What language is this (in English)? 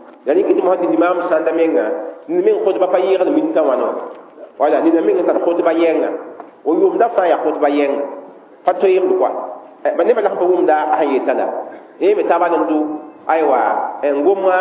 Mossi